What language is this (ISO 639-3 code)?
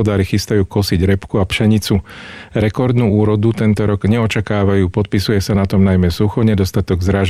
slk